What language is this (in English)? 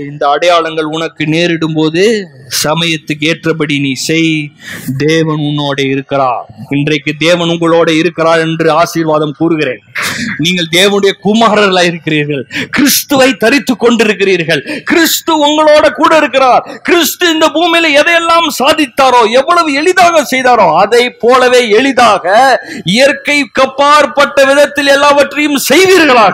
Tamil